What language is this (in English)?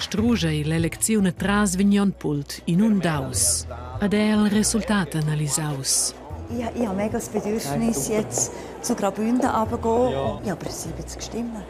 Romansh